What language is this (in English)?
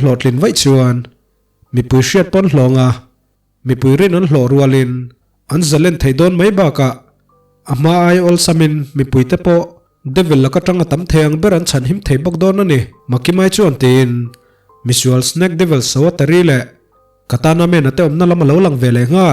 Mizo